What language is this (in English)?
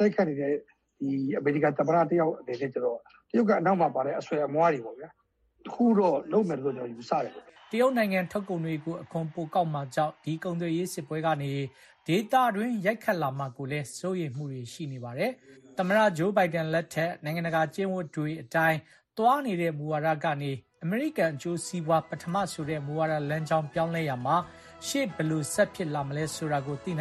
Burmese